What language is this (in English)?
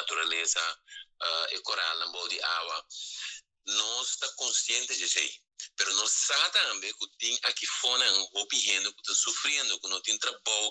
Papiamento